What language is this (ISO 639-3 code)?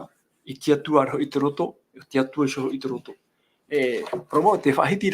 tah